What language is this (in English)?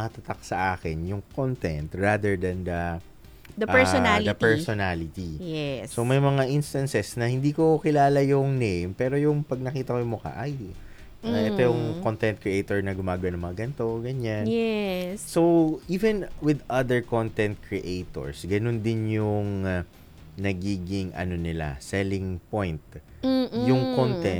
Filipino